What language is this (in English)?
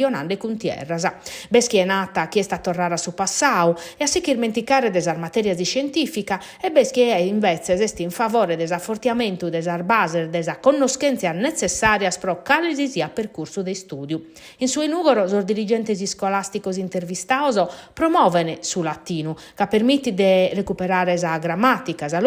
Sardinian